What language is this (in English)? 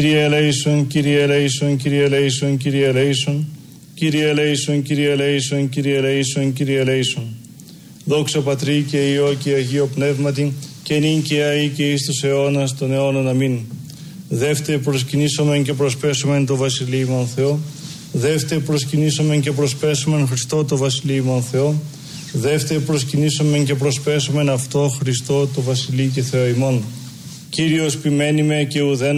Greek